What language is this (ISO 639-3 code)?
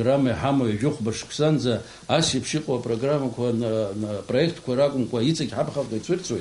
abk